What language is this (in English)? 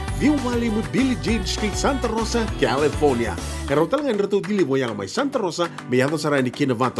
Fijian